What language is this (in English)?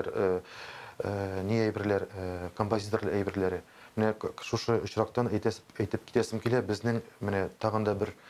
Tatar